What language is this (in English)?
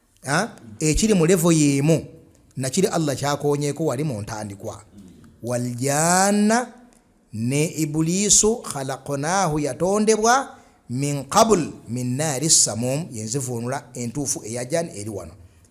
Ganda